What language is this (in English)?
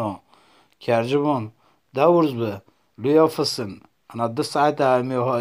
Zaza